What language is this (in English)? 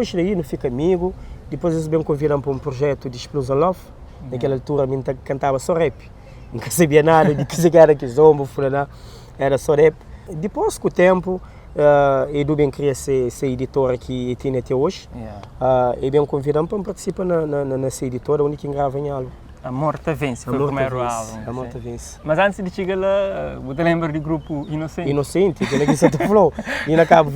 Kabuverdianu